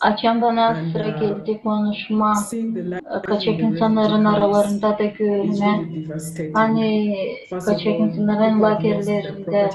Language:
Gagauz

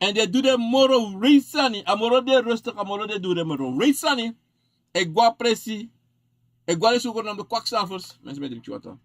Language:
Sranan Tongo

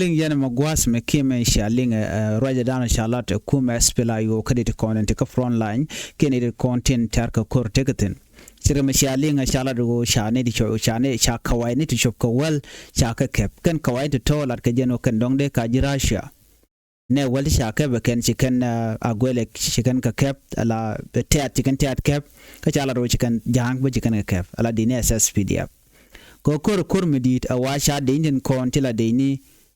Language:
Nuer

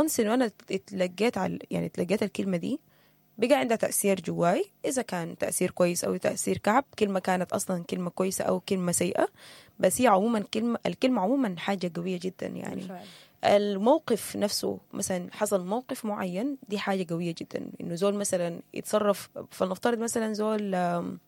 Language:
Sudanese Arabic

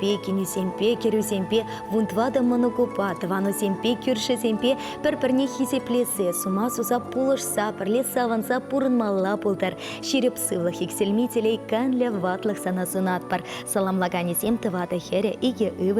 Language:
Chuvash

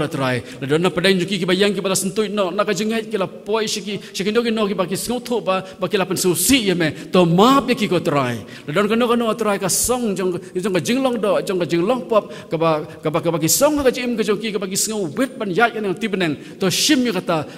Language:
Khasi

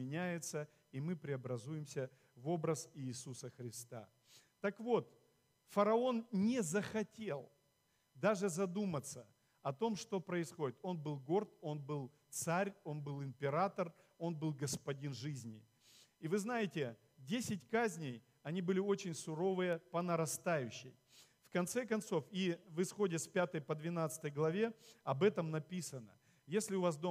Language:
Russian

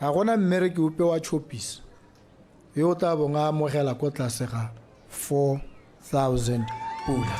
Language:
Tswana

